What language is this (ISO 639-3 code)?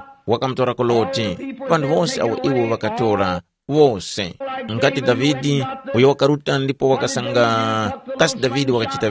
tum